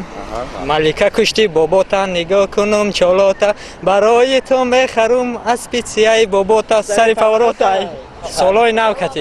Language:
Tajik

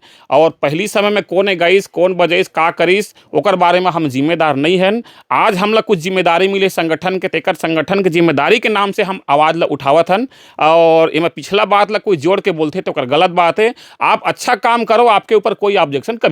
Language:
Chhattisgarhi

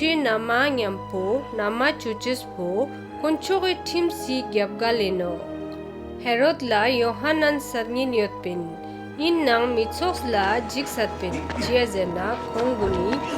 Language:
Ladakhi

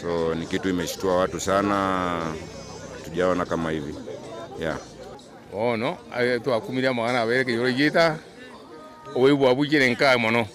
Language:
Gusii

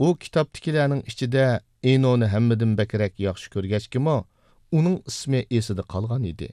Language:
Uyghur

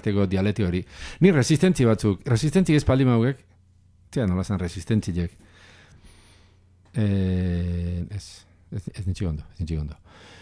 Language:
Basque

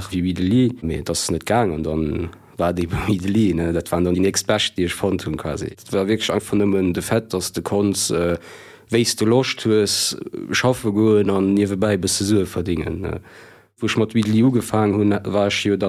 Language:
Luxembourgish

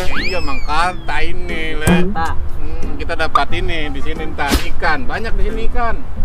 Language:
Betawi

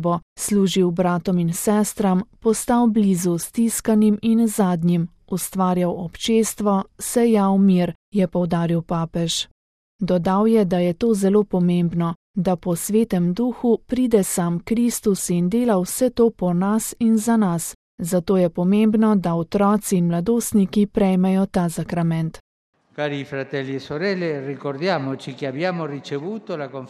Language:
Slovenian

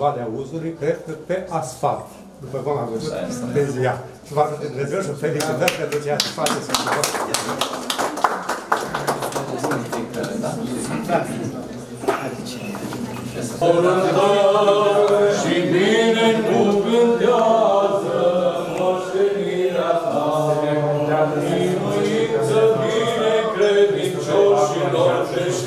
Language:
Romanian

